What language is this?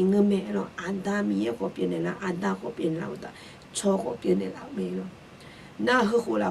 Akha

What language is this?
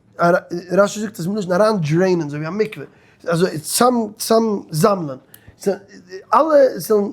Yiddish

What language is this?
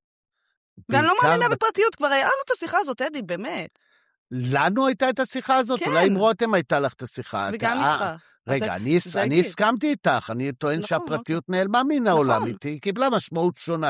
Hebrew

